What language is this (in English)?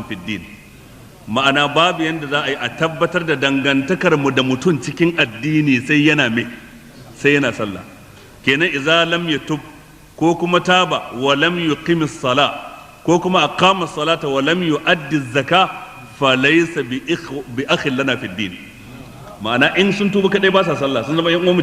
Hausa